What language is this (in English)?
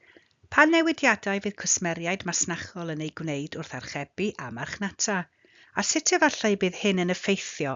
Welsh